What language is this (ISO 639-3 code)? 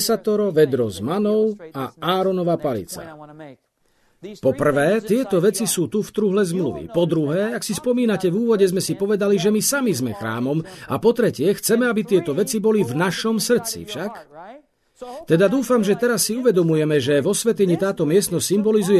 slk